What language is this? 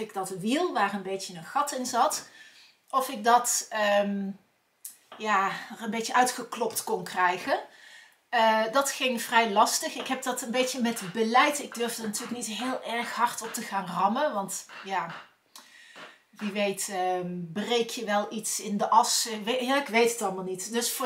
Dutch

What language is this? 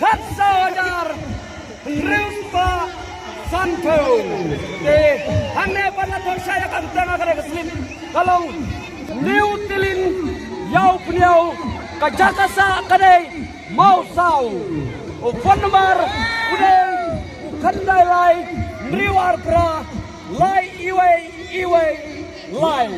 Khasi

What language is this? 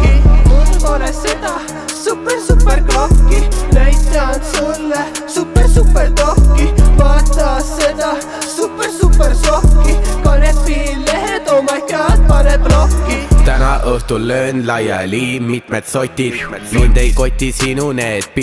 Estonian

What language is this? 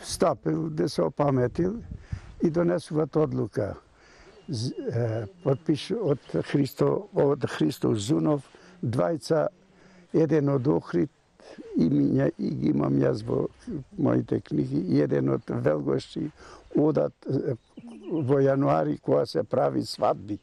Macedonian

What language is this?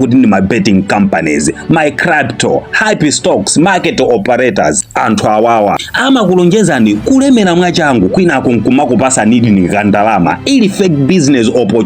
Nyanja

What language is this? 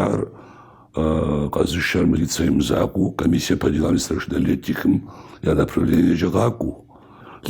Kabardian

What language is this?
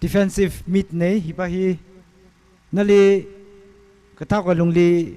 Tangkhul Naga (India)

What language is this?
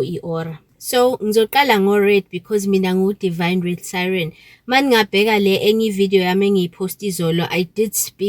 Zulu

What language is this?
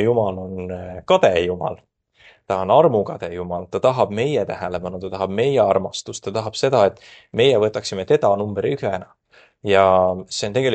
Estonian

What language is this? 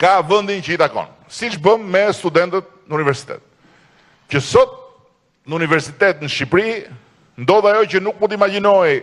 Albanian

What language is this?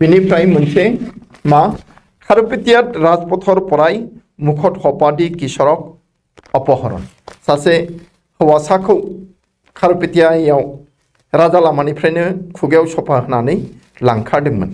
Bodo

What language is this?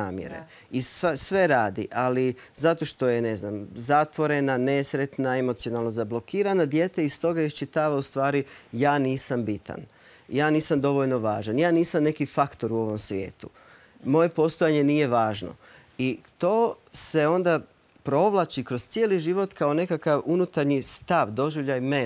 Croatian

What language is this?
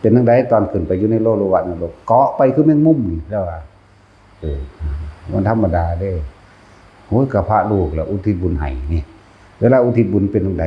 Lao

